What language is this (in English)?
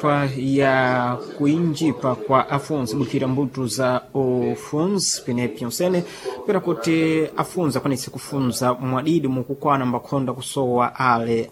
Sena